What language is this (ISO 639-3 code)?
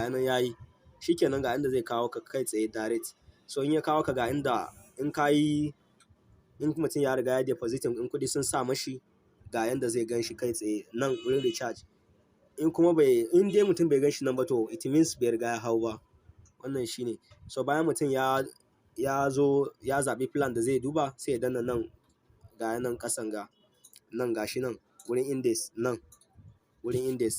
hau